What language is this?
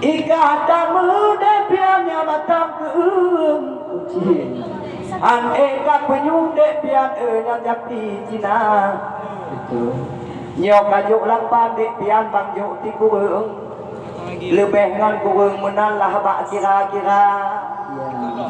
Achinese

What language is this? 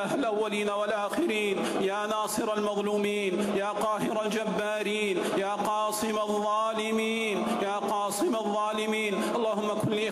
Arabic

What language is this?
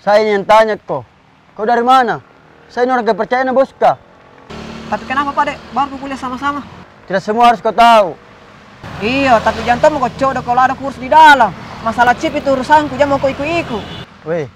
Makassar Malay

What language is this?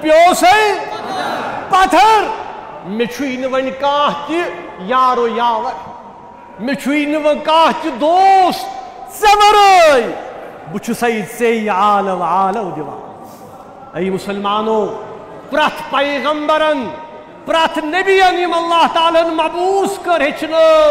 Kashmiri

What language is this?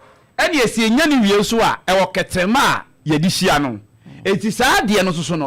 Akan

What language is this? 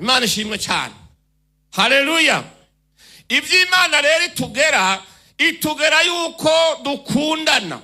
Rundi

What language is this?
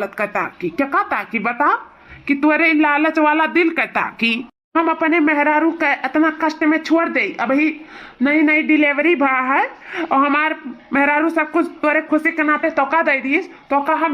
Awadhi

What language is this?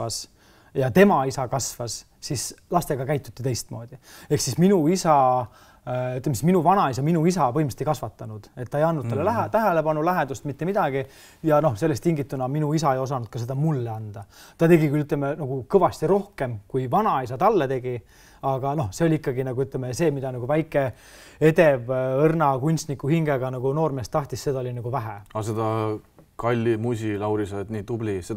Estonian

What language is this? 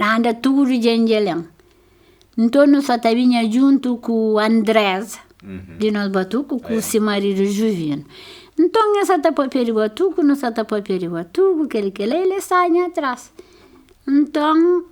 Kabuverdianu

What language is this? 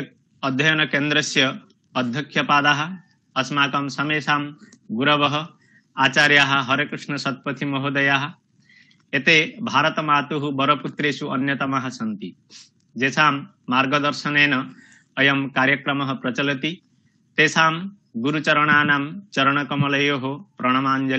Sanskrit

